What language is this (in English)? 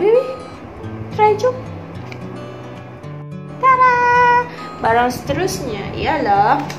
Malay